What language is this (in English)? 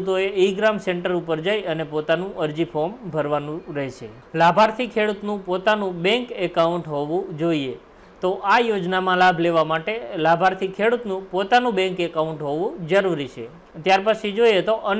Gujarati